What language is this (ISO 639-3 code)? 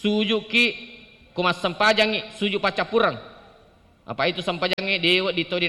bug